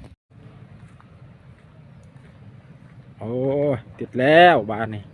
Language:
Lao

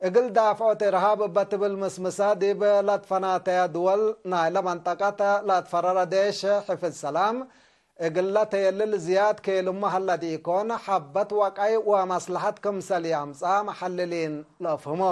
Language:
Tigre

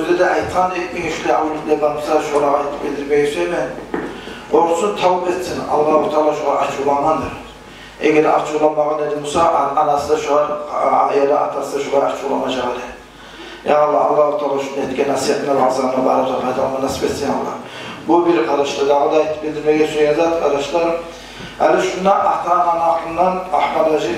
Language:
Kumyk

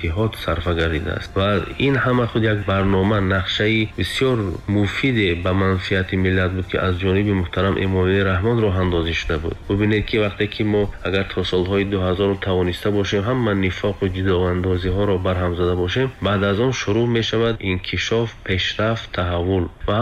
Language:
Tajik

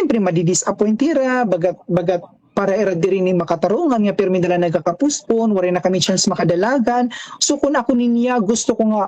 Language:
Waray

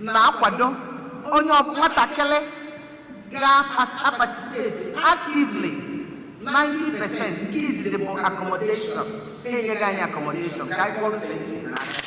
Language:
Igbo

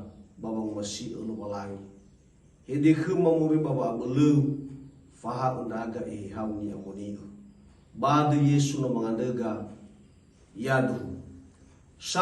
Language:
Nias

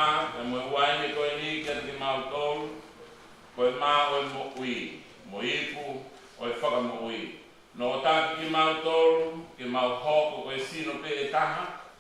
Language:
Tongan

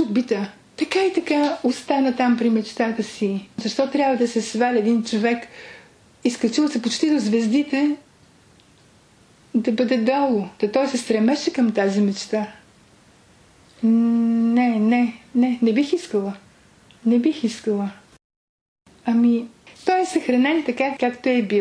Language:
Bulgarian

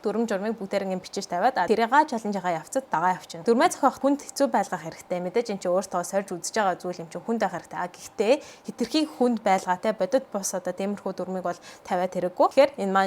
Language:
Mongolian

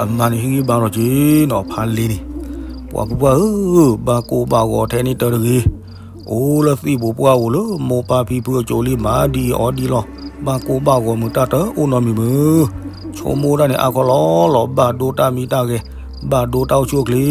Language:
S'gaw Karen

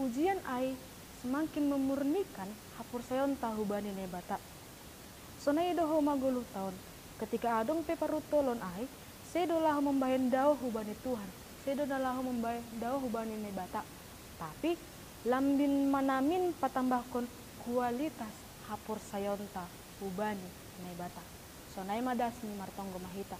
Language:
Batak Simalungun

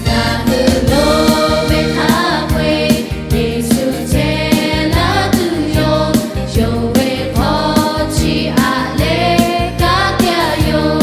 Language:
Lahu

